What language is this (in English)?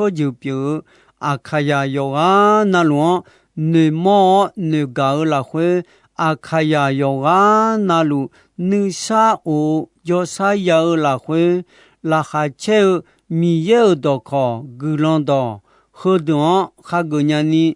Akha